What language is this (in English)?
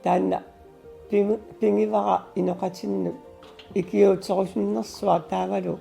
Kalaallisut